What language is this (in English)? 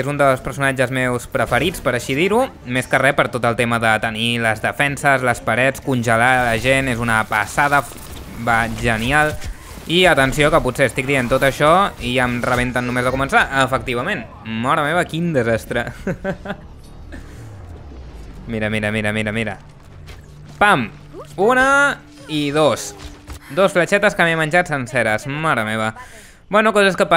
Catalan